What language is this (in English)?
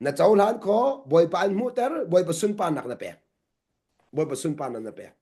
Hakha Chin